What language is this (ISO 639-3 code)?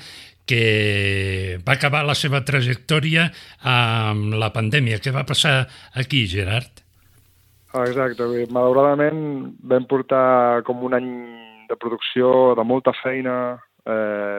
cat